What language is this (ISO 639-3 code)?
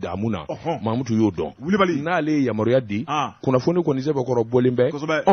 bam